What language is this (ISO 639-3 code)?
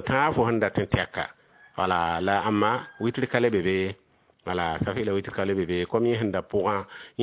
mos